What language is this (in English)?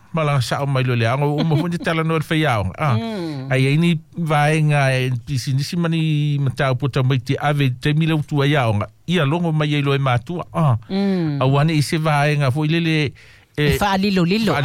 Samoan